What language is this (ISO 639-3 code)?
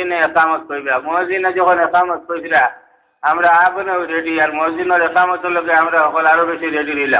syl